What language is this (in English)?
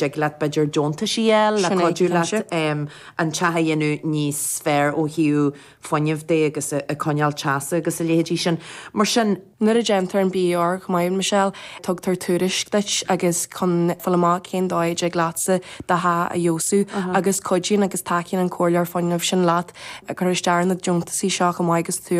Irish